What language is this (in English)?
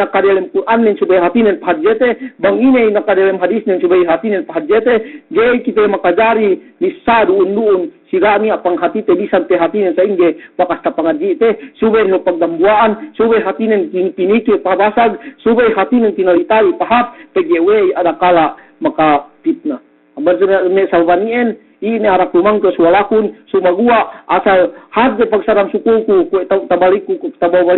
Yakan